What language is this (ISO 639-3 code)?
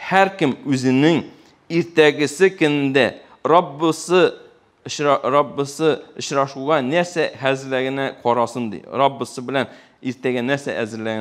tat